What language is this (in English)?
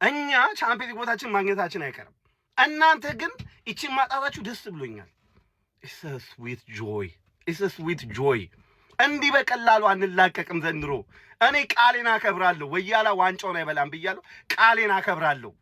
Amharic